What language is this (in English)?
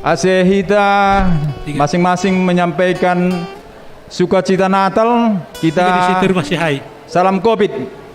Batak Simalungun